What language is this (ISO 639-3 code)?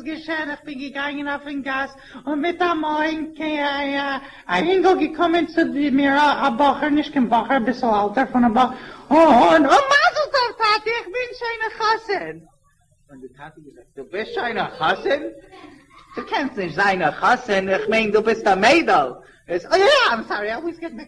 yid